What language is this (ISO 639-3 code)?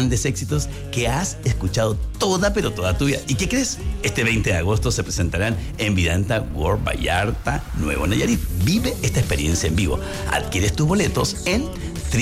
spa